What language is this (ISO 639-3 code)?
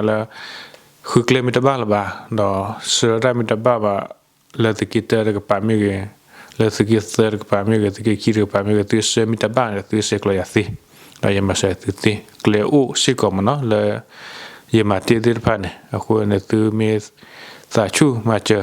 ksw